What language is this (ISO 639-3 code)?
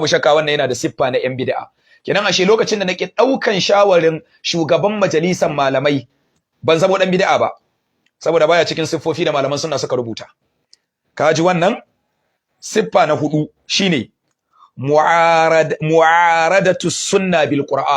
hau